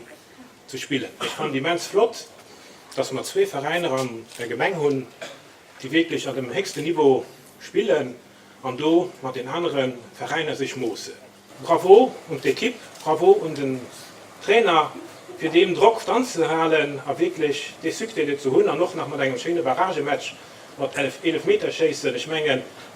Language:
Luxembourgish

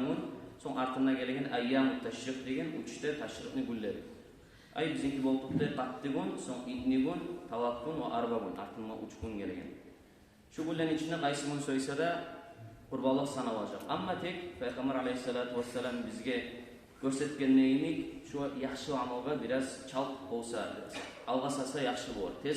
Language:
Kumyk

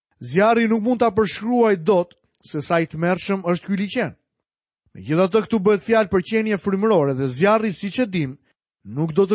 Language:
Albanian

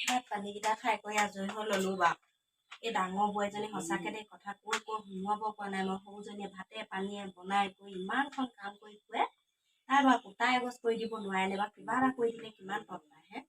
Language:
Assamese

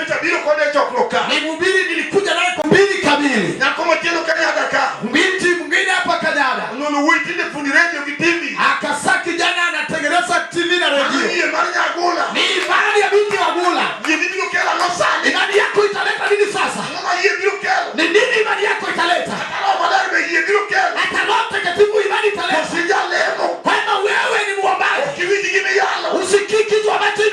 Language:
Luo (Kenya and Tanzania)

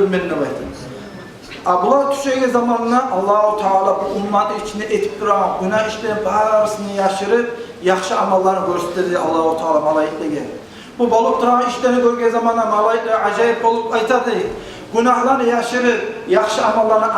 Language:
Kumyk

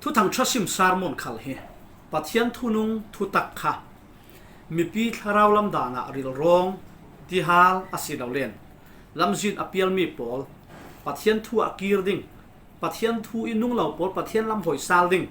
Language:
Falam Chin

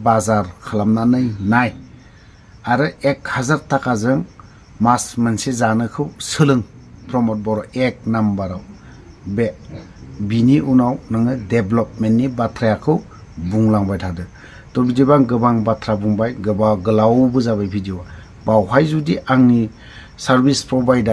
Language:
Bodo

